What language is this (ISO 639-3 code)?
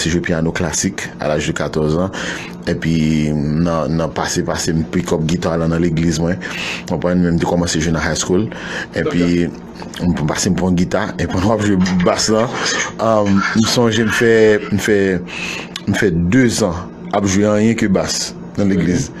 hat